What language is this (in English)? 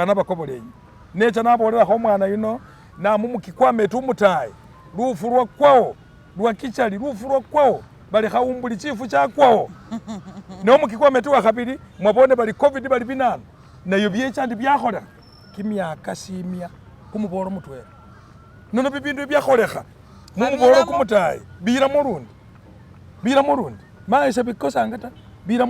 Masaaba